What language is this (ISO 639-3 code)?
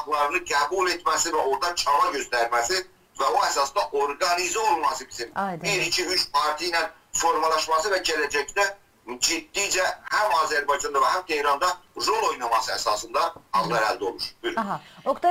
azb